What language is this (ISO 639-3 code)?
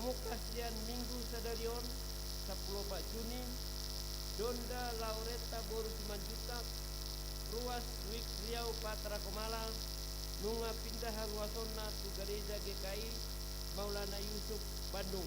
bbc